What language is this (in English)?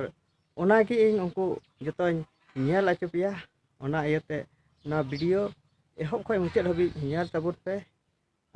Santali